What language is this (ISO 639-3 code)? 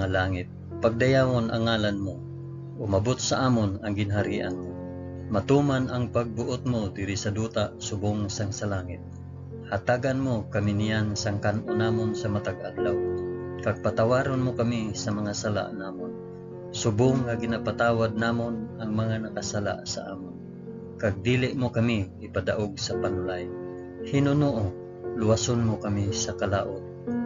hil